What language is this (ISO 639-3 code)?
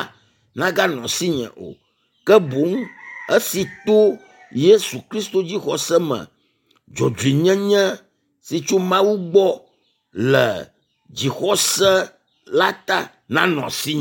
ewe